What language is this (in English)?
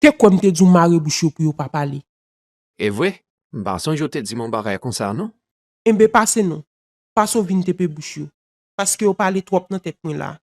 Haitian Creole